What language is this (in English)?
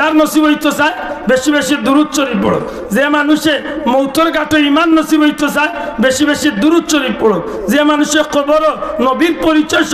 Sylheti